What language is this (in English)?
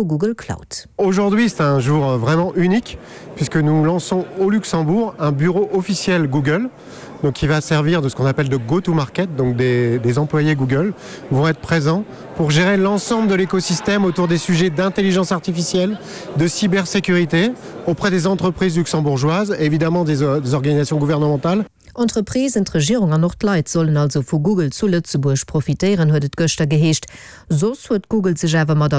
Luxembourgish